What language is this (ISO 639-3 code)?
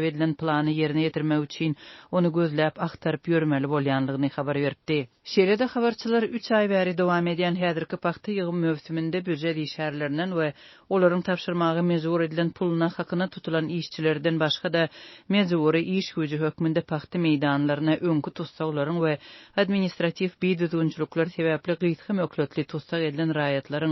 tuk